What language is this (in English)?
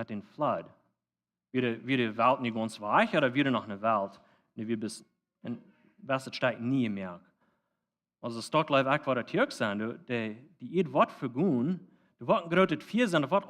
Plautdietsch